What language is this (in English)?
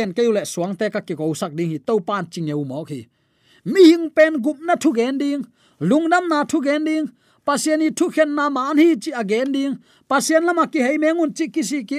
Tedim Chin